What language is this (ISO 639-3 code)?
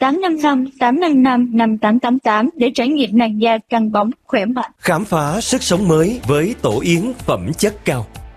vie